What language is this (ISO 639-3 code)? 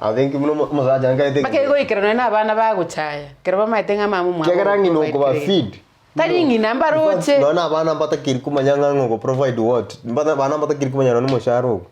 guz